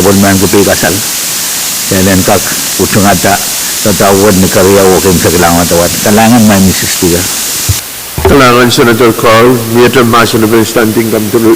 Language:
Pohnpeian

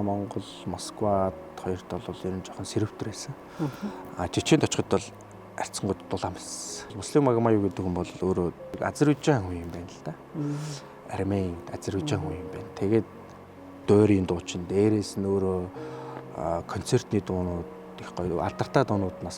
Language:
Mongolian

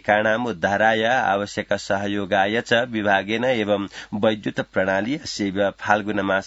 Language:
Sanskrit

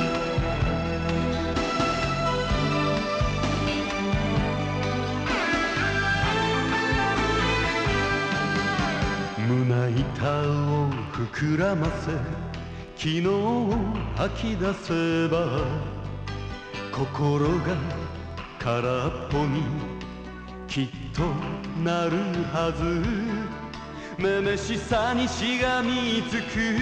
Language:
Japanese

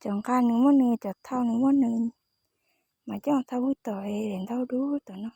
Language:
Hmong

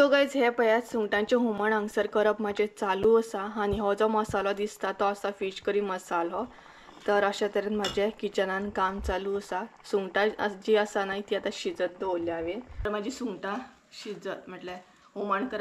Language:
Konkani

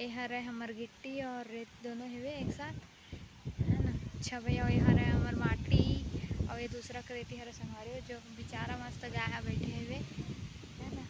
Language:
Chhattisgarhi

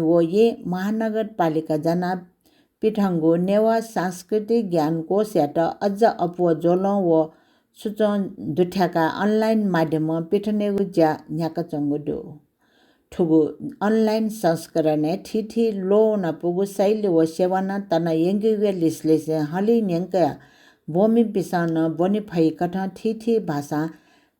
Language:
Newari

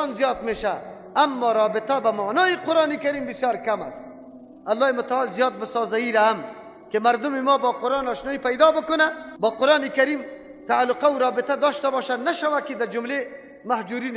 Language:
Persian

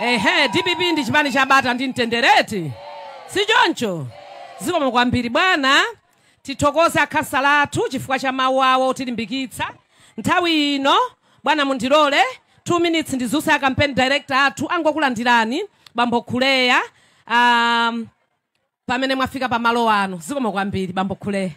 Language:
Nyanja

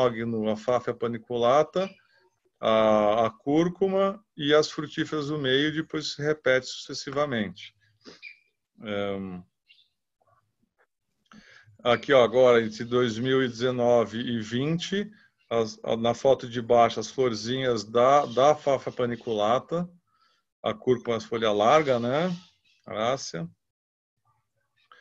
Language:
Portuguese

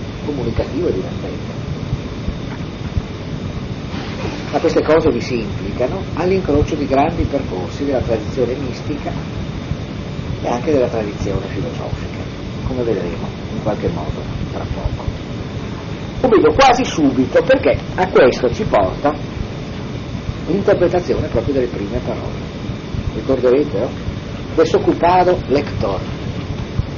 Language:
Italian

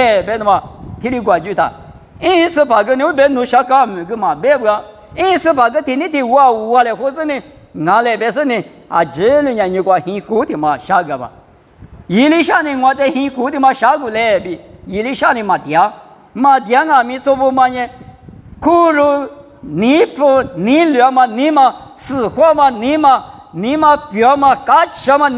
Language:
Lisu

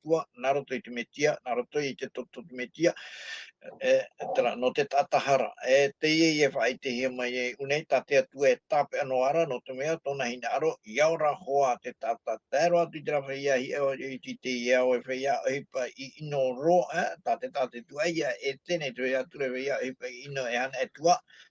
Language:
Tahitian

